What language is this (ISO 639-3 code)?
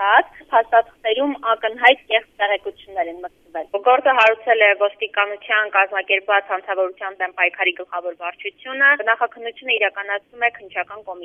hye